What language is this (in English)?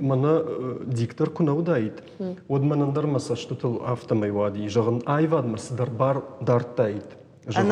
Ossetic